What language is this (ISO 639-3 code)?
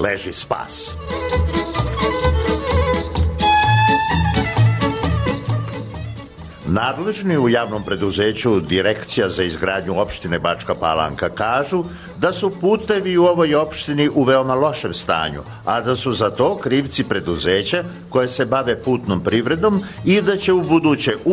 srp